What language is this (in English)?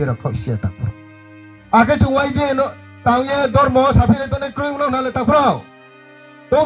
Riang (India)